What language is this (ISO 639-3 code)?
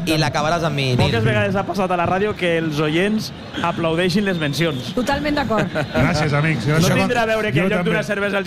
cat